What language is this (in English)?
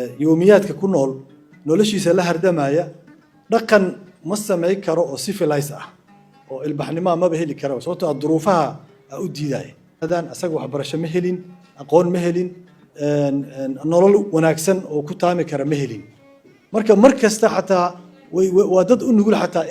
Somali